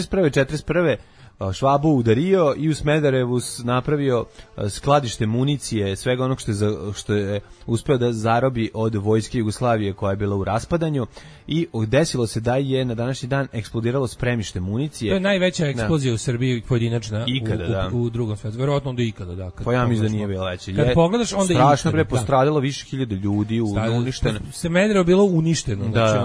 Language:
Serbian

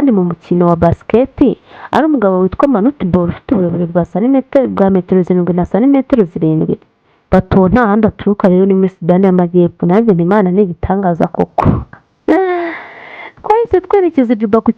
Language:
Kinyarwanda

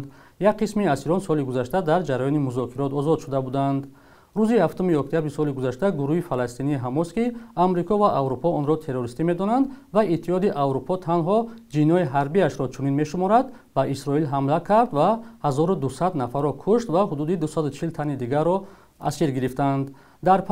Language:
Tajik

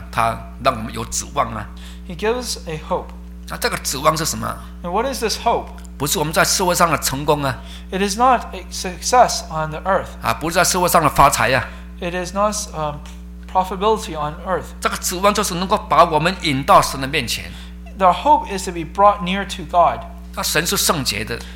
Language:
Chinese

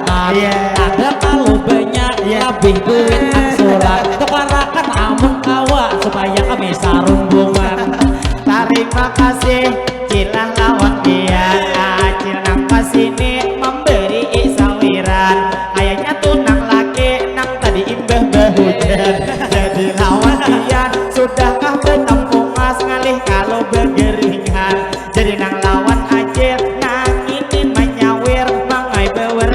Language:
Banjar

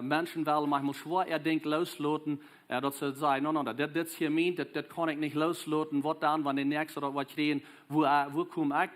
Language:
Plautdietsch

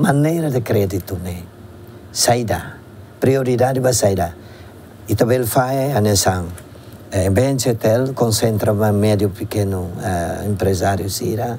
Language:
Tetum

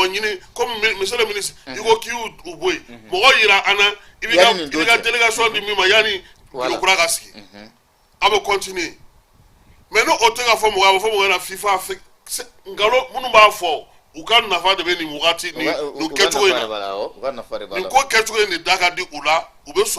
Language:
Bambara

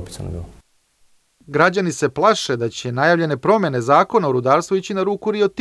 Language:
Serbian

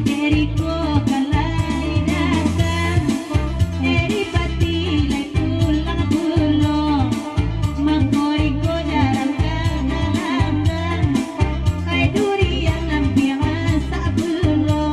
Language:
Minangkabau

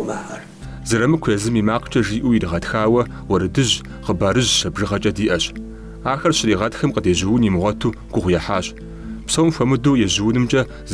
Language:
Kabardian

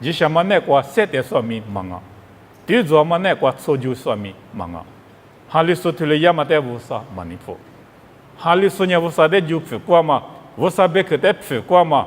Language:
Lisu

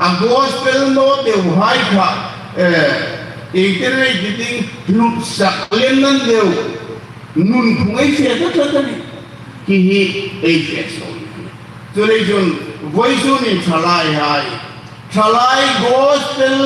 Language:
Hmar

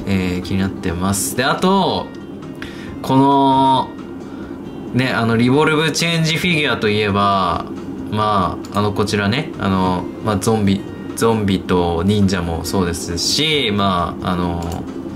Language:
Japanese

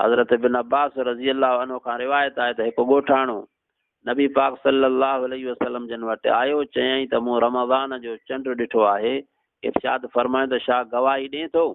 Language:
Sindhi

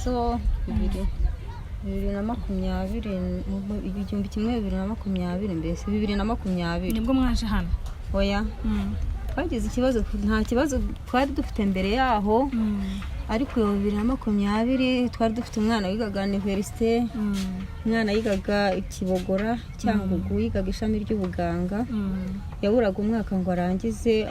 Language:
Kinyarwanda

